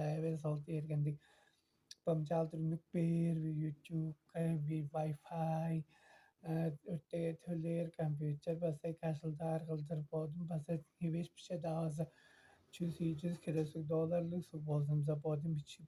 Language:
Tuvinian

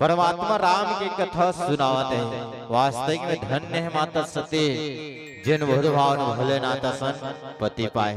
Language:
Chhattisgarhi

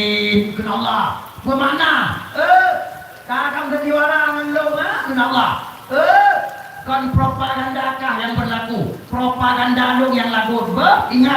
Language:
Achinese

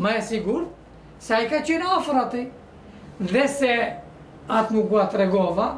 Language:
Albanian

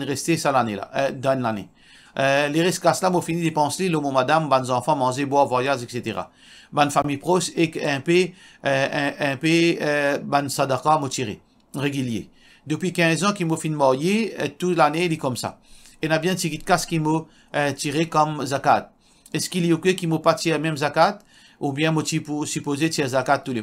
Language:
Morisyen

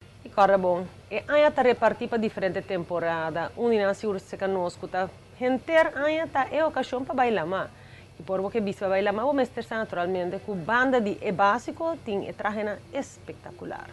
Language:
Papiamento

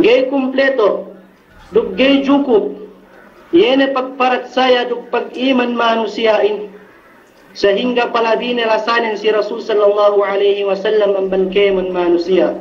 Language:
Yakan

